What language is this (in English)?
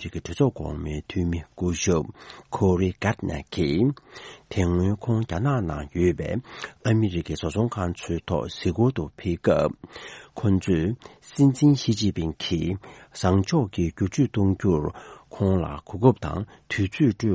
Tibetan